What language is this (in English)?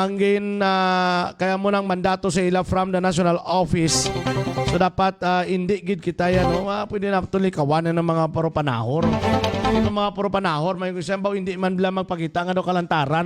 Hiligaynon